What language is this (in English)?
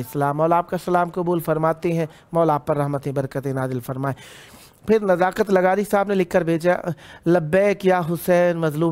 Urdu